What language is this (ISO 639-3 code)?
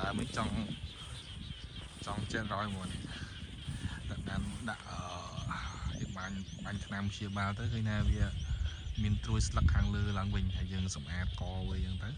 khm